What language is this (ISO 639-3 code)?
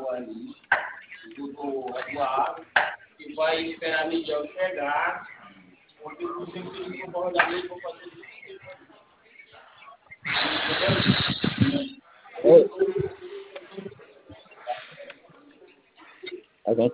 por